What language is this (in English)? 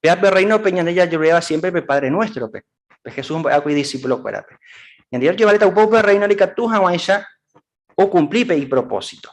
Guarani